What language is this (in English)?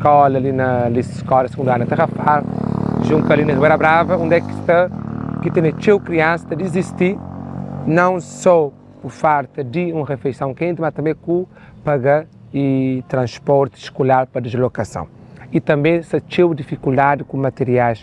Kabuverdianu